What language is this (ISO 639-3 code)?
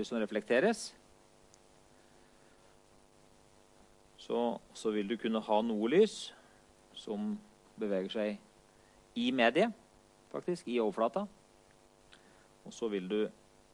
nor